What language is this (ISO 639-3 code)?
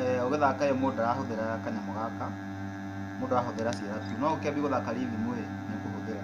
kik